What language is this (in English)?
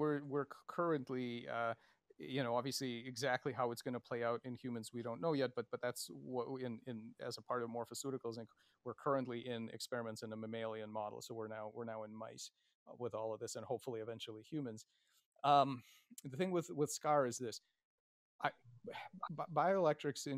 English